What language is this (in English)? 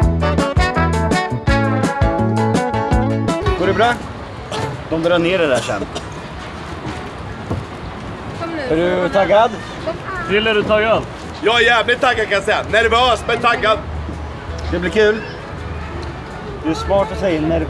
Swedish